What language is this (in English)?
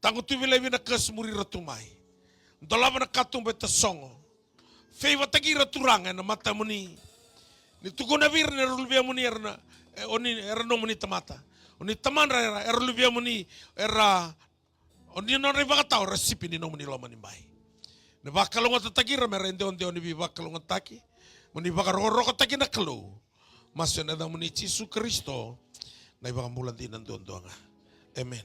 Fijian